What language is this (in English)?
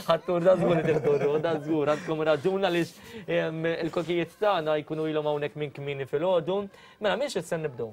Maltese